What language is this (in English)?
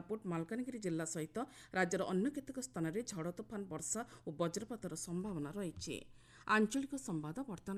Odia